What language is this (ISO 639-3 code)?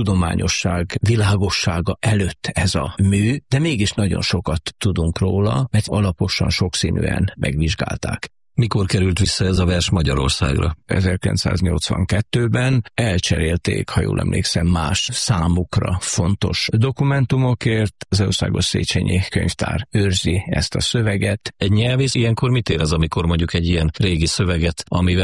hun